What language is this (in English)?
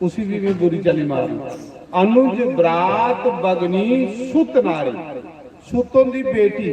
Dogri